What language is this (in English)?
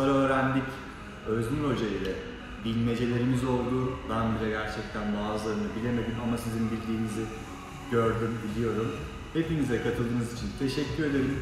Turkish